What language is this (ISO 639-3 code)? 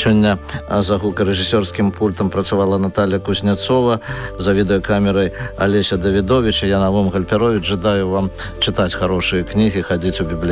bel